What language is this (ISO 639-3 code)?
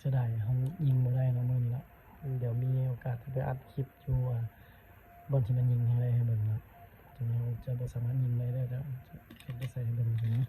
lao